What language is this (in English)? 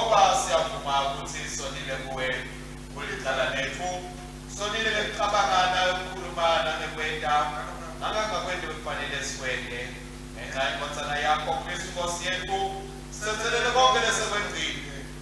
Swati